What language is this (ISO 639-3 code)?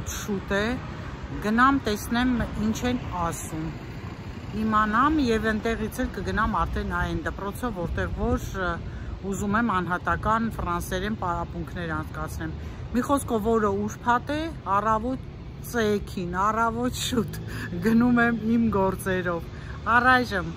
hye